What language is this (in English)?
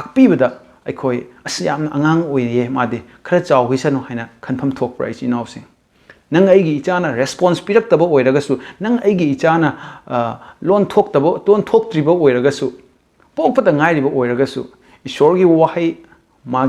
Manipuri